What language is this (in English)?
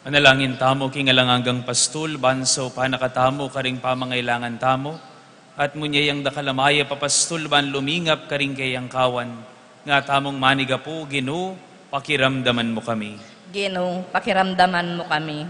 Pampanga